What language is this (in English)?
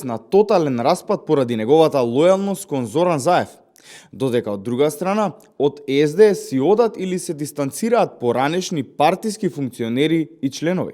Macedonian